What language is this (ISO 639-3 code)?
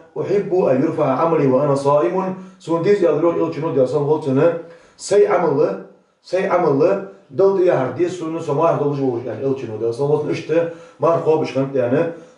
inh